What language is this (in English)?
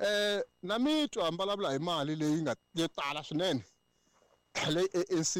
Tsonga